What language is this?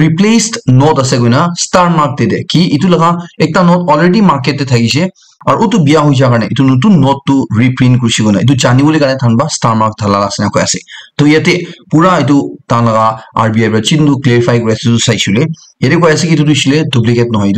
Naga Pidgin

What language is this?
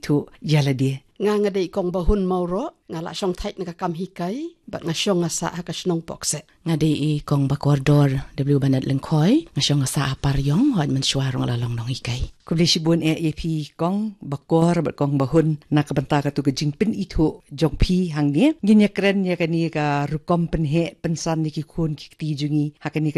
Khasi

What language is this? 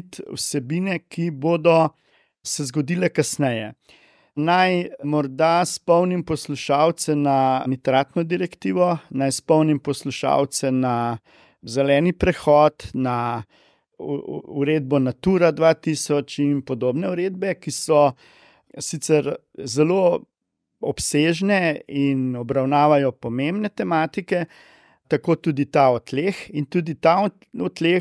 Slovenian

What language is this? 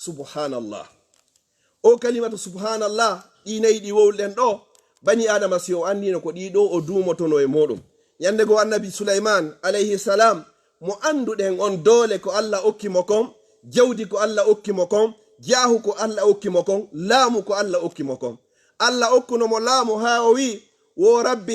Fula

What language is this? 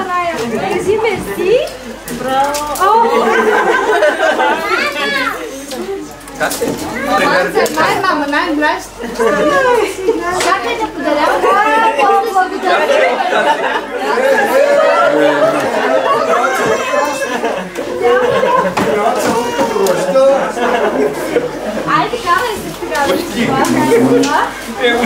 Bulgarian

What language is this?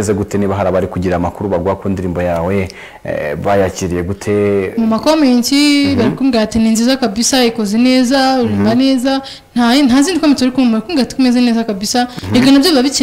Kinyarwanda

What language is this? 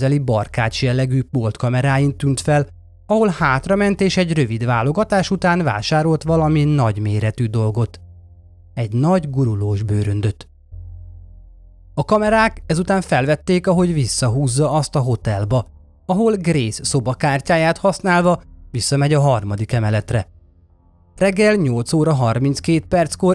Hungarian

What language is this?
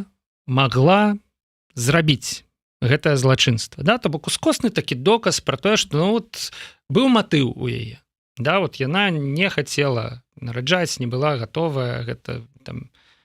Belarusian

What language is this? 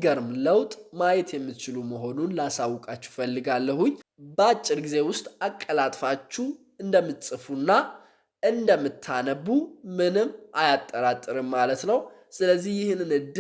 Amharic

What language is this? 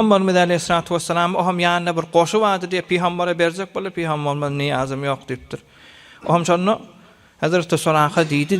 Turkmen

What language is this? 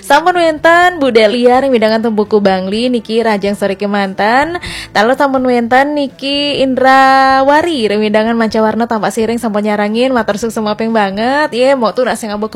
Balinese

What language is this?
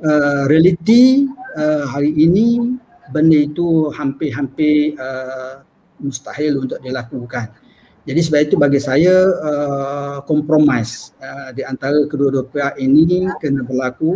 Malay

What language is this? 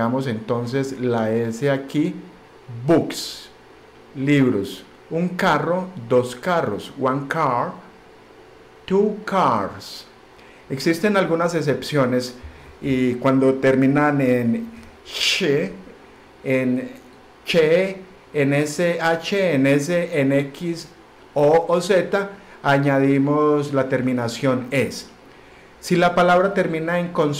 Spanish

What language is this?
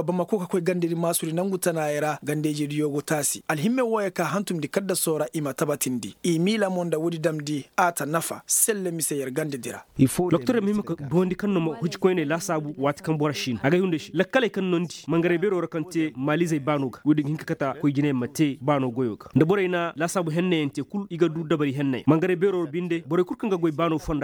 Koyraboro Senni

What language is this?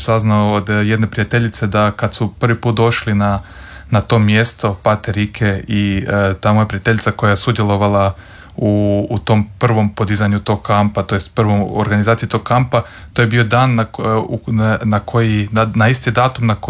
Croatian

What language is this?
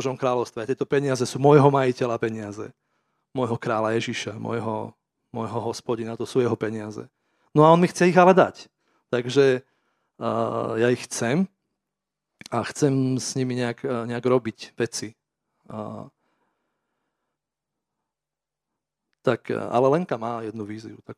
Slovak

